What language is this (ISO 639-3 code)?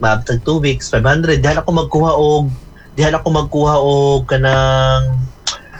ceb